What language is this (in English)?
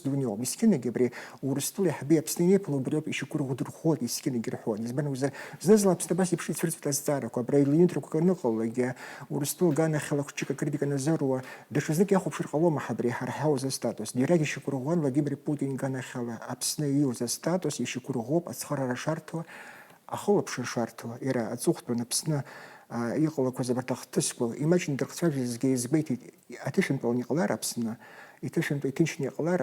Abkhazian